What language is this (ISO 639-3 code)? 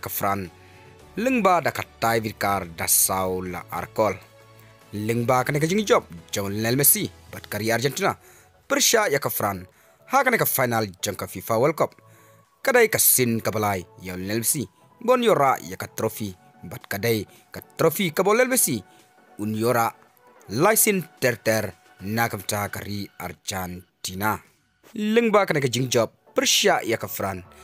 kha